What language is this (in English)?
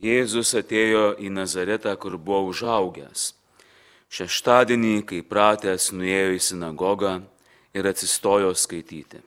Lithuanian